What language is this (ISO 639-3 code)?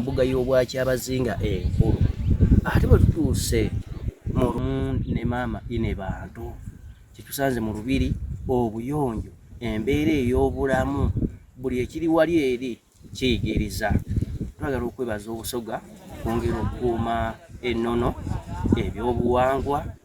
xog